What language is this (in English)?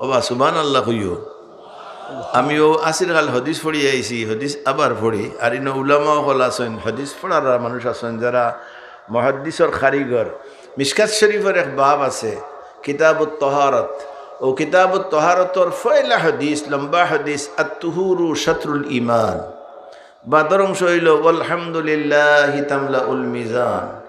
Sylheti